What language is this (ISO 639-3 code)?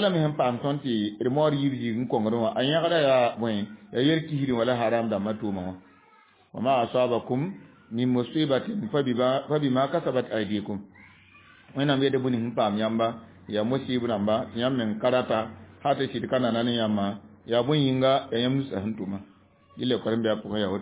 mos